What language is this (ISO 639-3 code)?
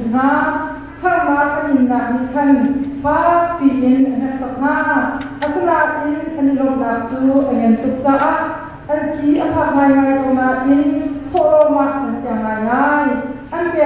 cnh